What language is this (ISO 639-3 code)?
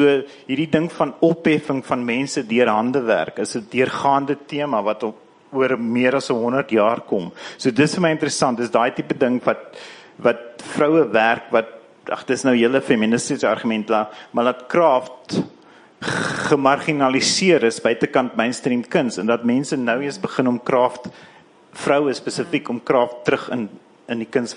afr